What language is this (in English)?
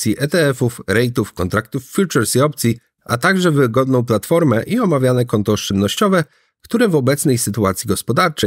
Polish